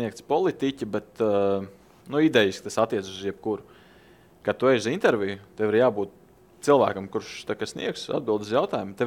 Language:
Latvian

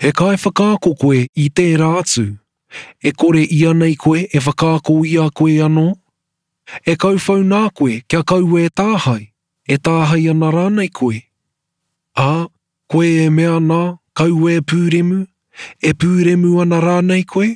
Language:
Māori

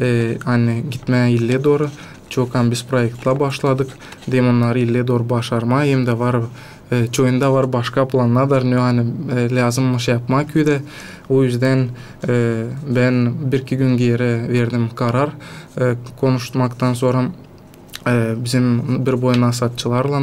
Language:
Gagauz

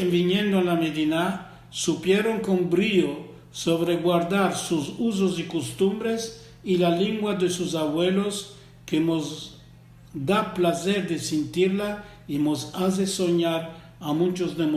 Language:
Ladino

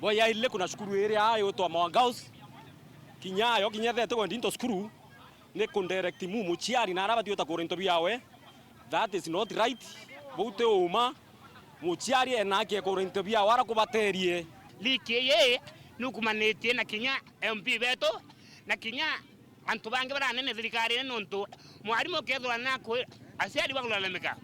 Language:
Meru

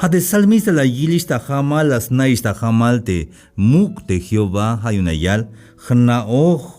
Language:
Tzeltal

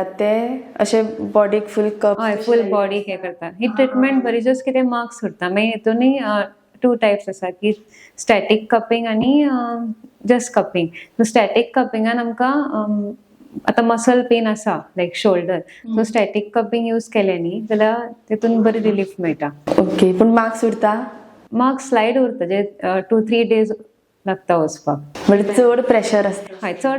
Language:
Konkani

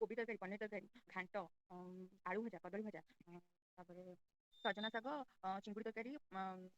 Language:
Odia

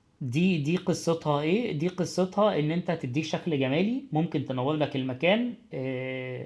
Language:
Egyptian Arabic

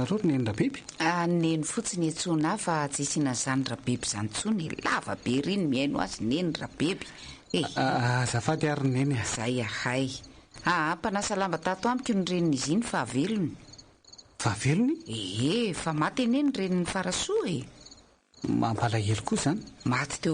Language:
Malagasy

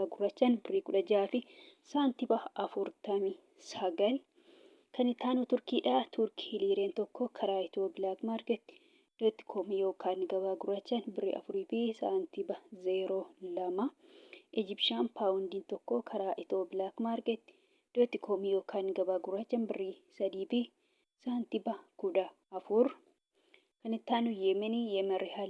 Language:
Oromo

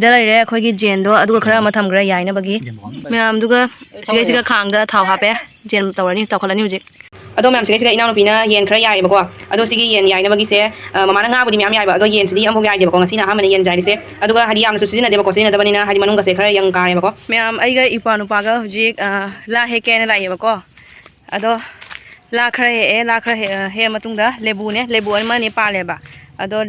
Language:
Manipuri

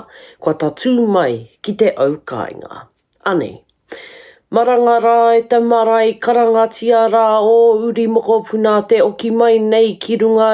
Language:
Māori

